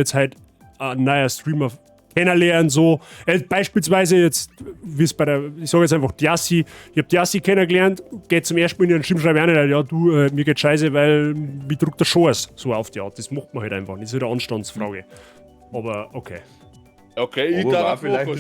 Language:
Bavarian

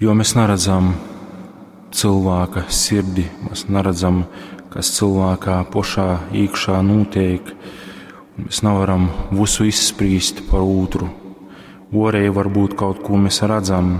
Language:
Latgalian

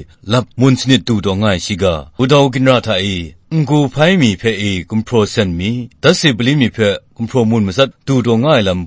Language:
Kachin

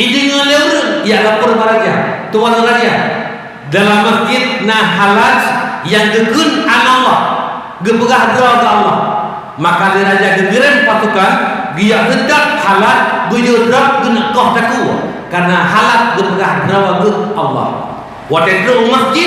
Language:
Achinese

